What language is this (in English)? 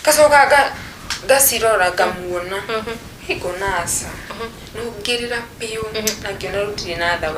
Kikuyu